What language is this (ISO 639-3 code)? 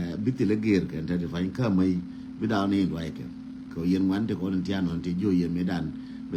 nus